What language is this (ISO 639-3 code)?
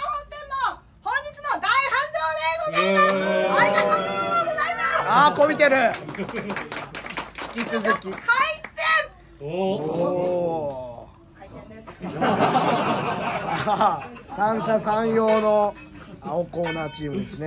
jpn